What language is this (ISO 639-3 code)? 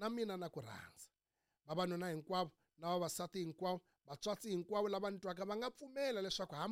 tso